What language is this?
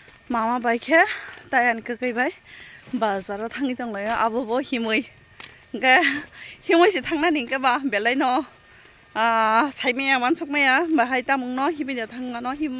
Kok Borok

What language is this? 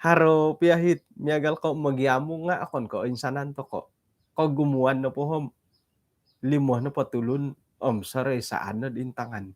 Central Dusun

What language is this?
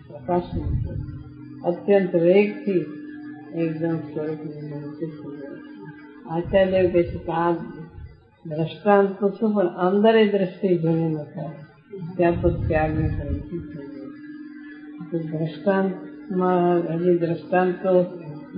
Gujarati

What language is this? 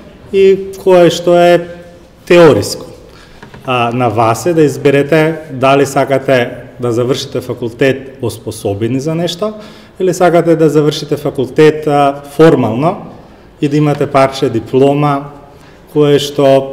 Macedonian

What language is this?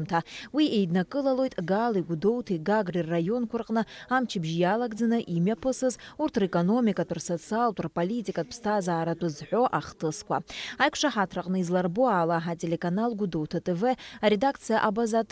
Abkhazian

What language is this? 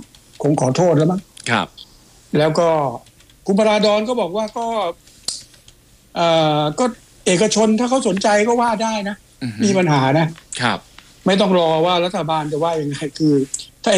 Thai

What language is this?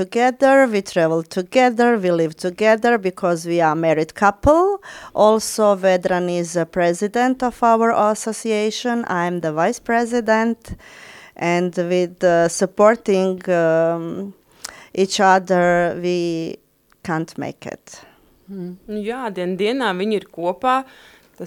Latvian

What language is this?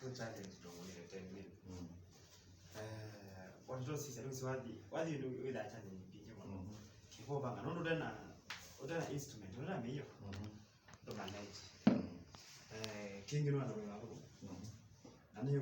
Kamba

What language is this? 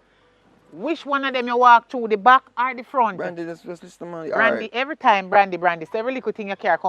Jamaican Creole English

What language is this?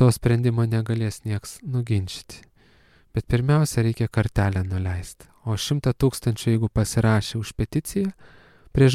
Lithuanian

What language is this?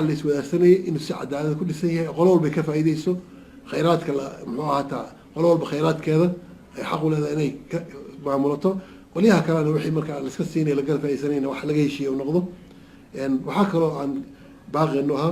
Somali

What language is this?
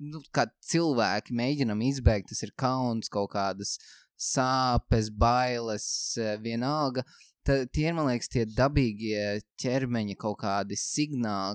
Latvian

